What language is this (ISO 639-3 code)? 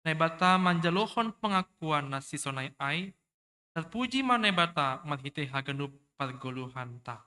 bts